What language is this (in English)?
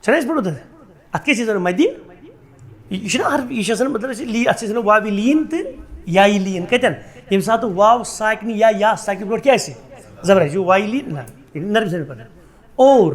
Kashmiri